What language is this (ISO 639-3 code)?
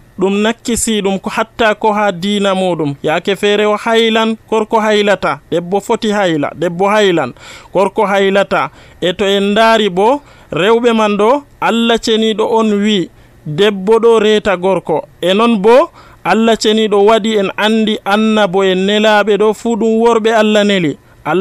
fuv